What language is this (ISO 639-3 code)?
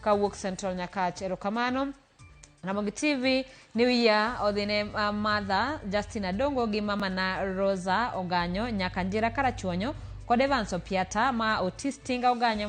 luo